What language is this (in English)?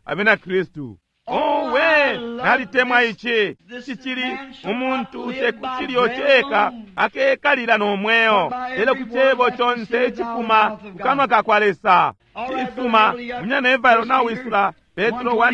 Bemba